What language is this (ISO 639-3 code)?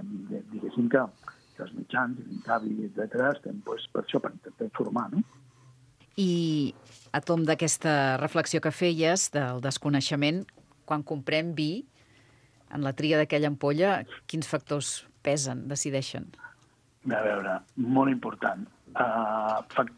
cat